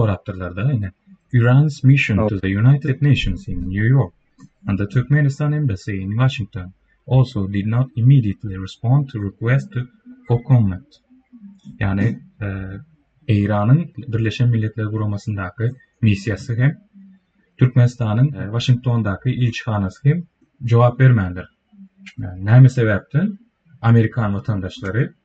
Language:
Turkmen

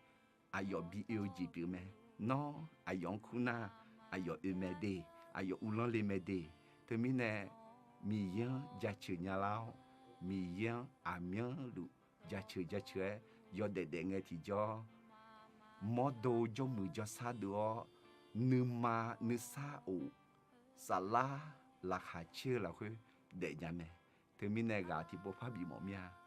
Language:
Akha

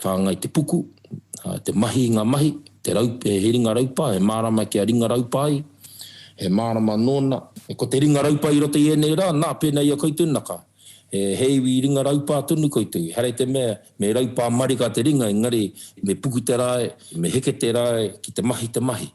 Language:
Māori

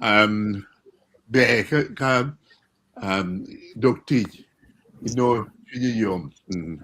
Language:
Acoli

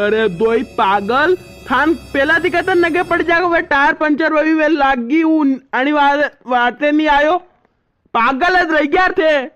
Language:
Rajasthani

